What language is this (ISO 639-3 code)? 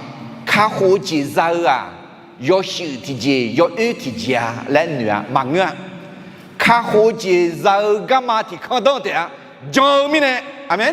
ahk